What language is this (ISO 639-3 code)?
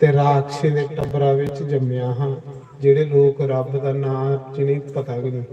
doi